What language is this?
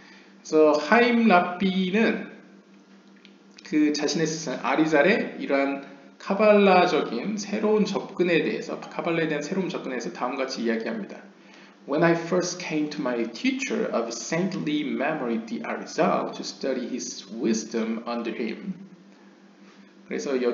Korean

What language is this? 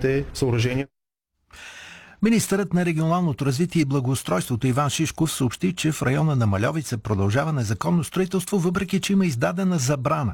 Bulgarian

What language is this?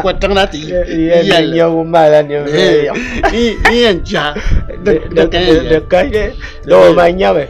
Dagbani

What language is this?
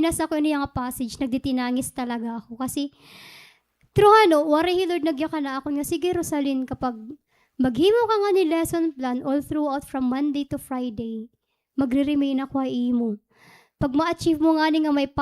Waray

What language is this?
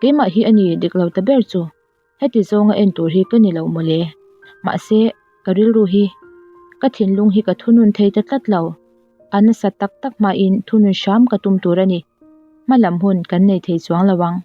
Mizo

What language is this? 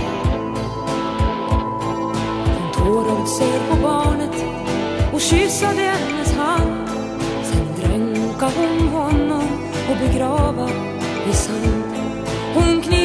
Swedish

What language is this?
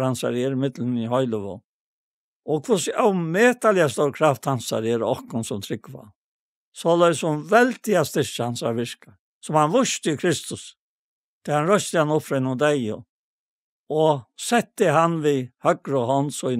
Faroese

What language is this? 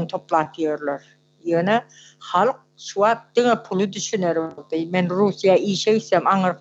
Turkmen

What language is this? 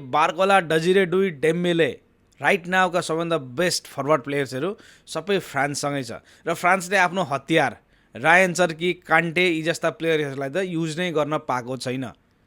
Nepali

